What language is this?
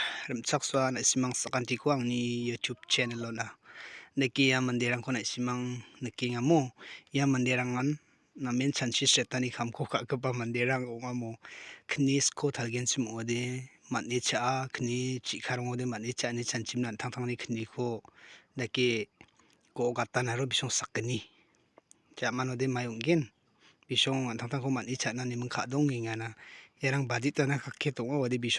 Garo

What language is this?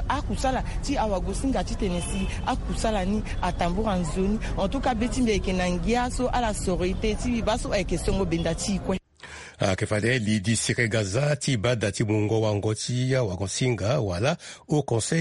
Sango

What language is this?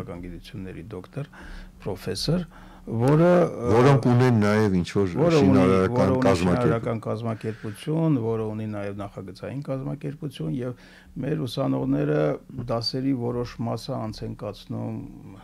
Armenian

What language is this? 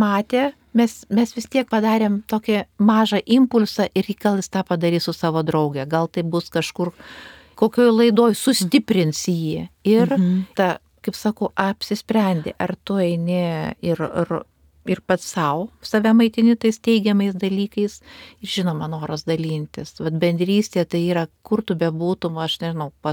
Lithuanian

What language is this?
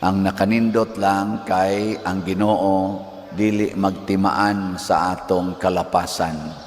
Cebuano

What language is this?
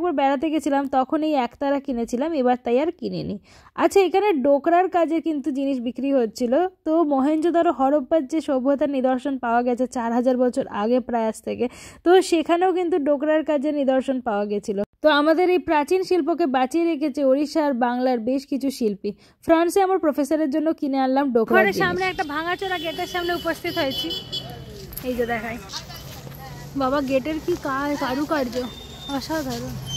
Bangla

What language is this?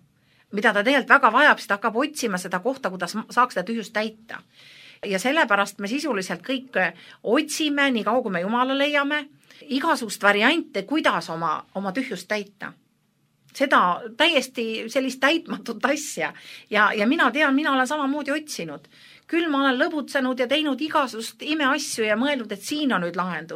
Estonian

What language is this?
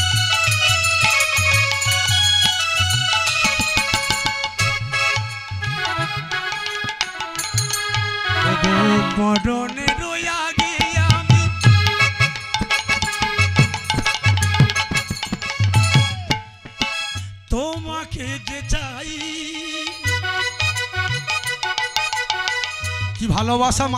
Bangla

